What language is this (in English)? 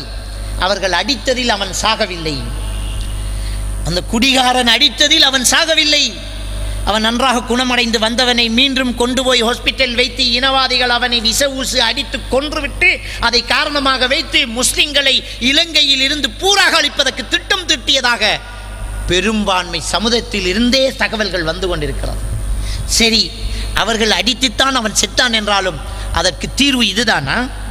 Tamil